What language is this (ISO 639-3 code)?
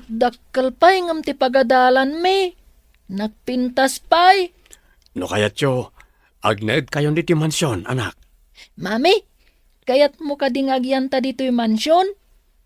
ilo